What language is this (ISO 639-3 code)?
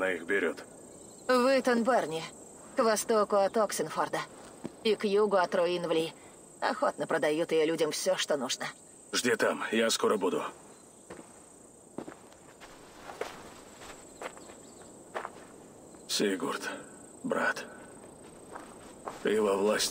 rus